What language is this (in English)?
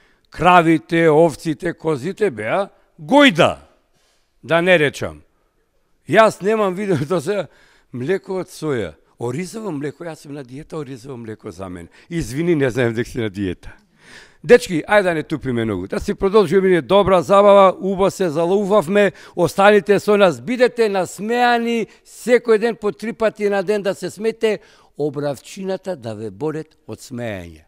Macedonian